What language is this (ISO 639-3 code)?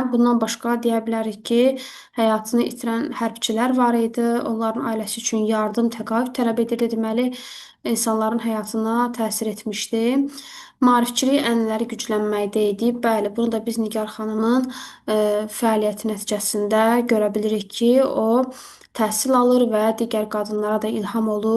aze